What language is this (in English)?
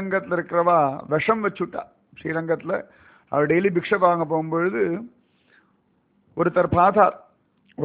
Tamil